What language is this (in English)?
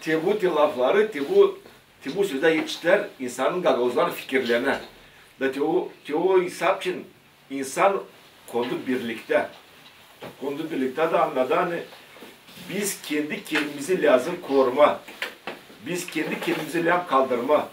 Gagauz